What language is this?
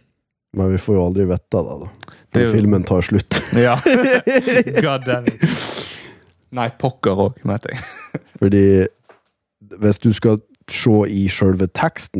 Norwegian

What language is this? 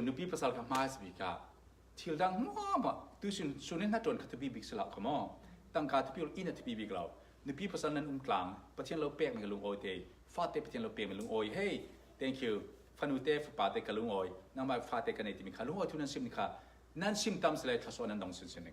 Falam Chin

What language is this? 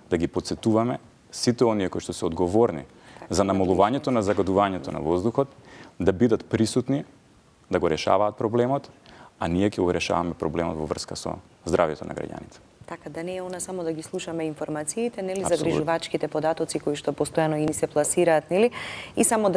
Macedonian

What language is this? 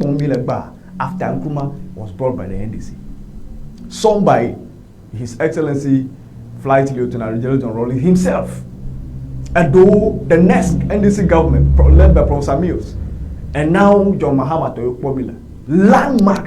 Ewe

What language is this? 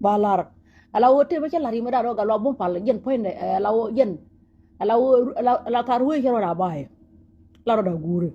Nuer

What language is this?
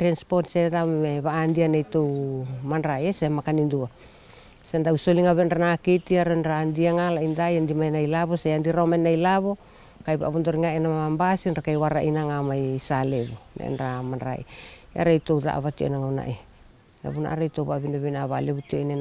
Fijian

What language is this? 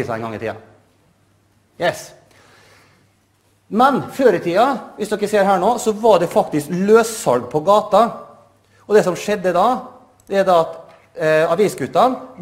Norwegian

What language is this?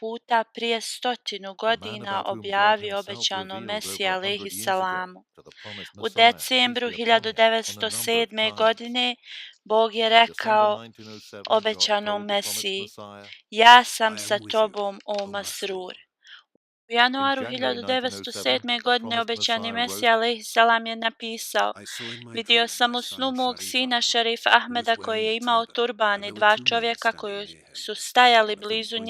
Bosnian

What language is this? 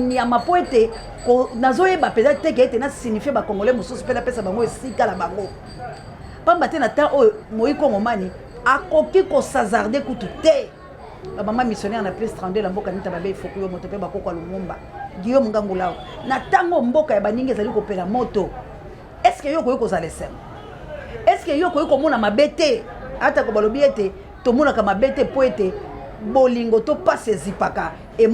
Lingala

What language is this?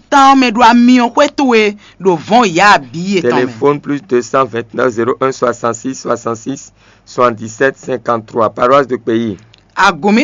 Fon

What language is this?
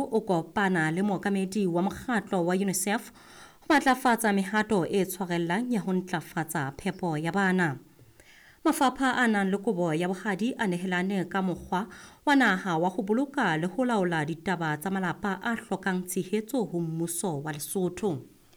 Southern Sotho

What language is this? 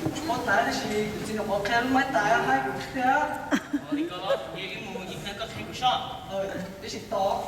Hmong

